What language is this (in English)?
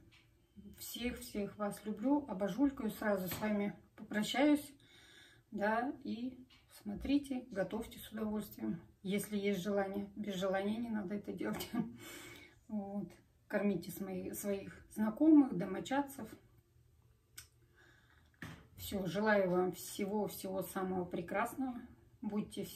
Russian